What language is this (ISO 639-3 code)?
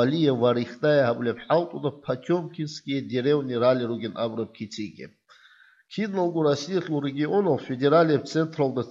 ava